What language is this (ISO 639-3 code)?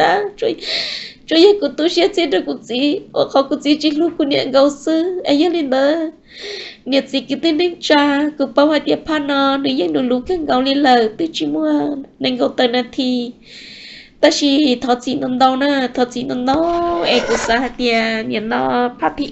hmn